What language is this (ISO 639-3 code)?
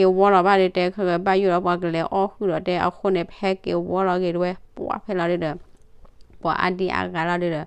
ksw